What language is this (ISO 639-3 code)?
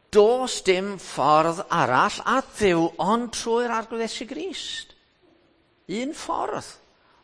cym